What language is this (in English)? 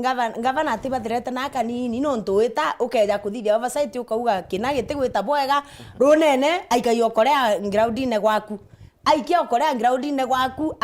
Meru